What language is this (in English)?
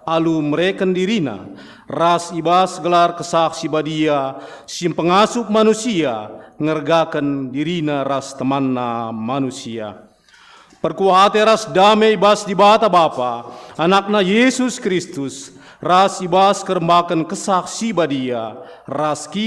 Batak Karo